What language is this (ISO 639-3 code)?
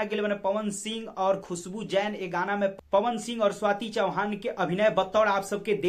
bho